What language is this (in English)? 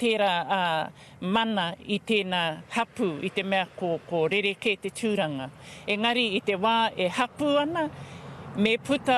Māori